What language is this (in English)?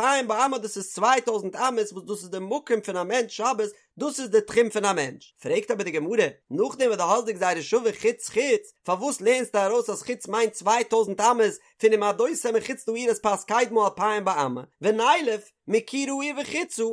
Yiddish